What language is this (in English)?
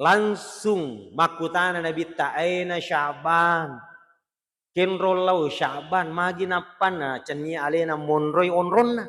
Buginese